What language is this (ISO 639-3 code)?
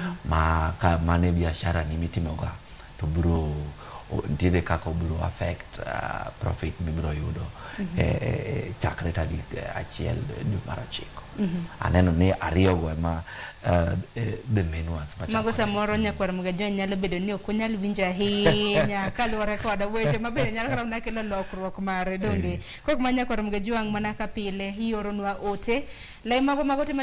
luo